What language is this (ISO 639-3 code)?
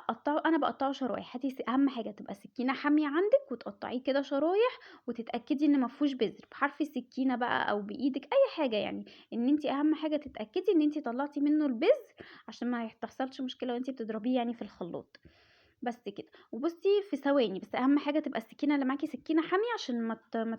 arz